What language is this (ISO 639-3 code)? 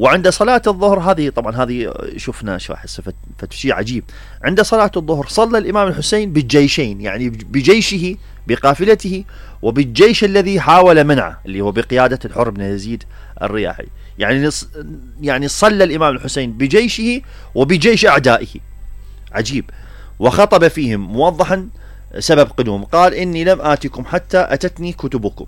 acm